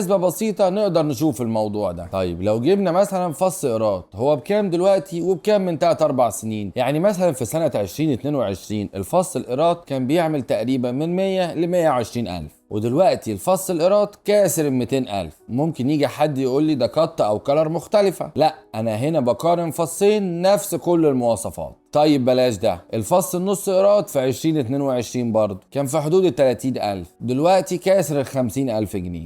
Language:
Egyptian Arabic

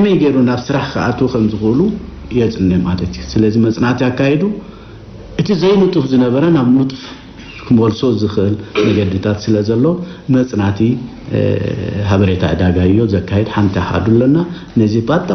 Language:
Tigrinya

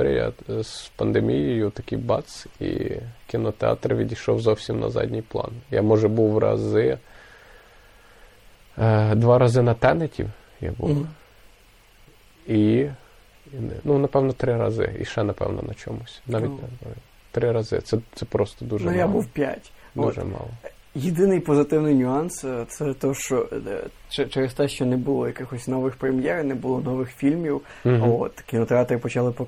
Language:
Ukrainian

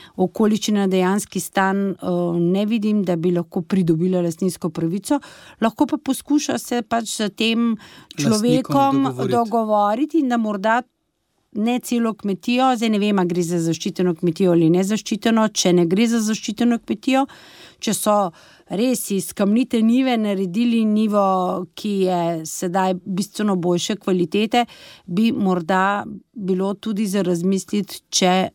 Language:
Slovenian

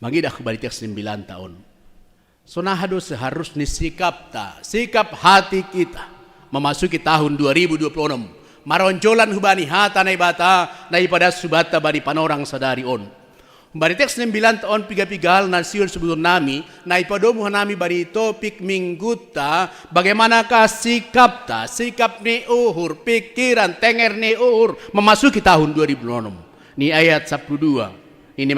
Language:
Batak Simalungun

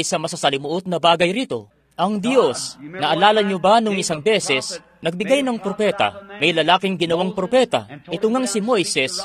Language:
Filipino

